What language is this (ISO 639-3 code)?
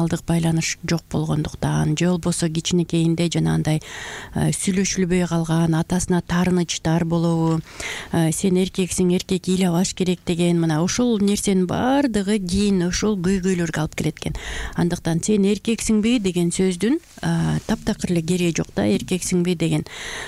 kir